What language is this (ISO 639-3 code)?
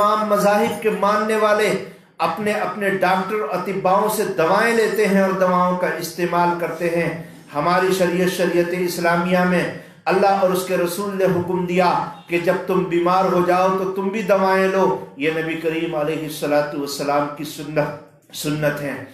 urd